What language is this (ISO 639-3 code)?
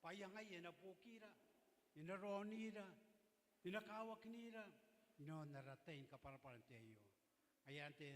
gil